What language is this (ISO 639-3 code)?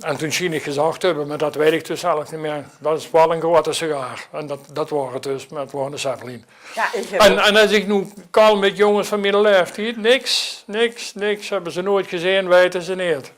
lim